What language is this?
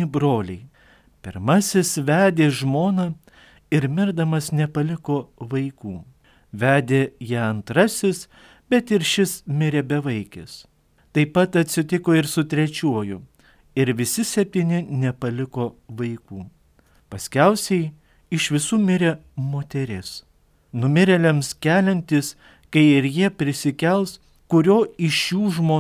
Lithuanian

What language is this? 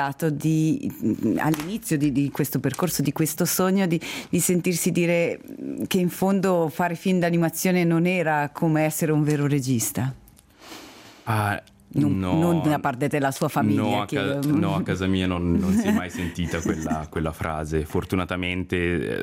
Italian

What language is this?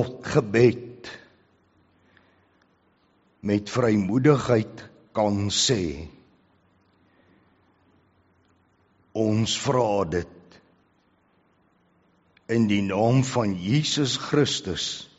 Afrikaans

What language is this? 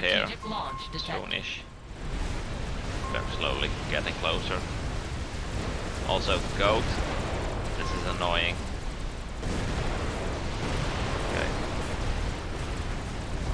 English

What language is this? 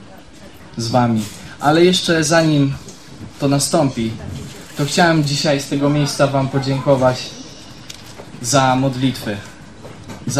Polish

